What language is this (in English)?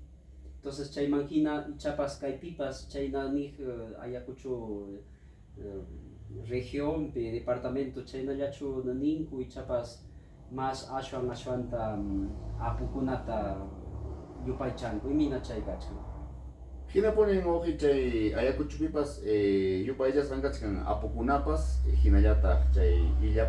Ayacucho Quechua